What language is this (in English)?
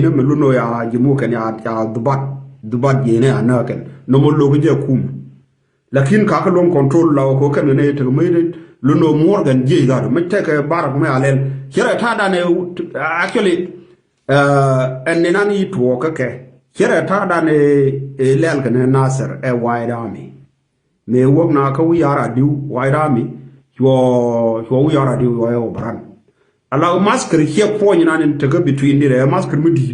Nuer